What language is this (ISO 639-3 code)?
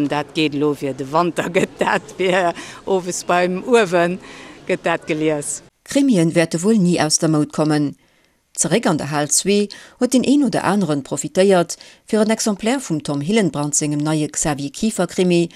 ltz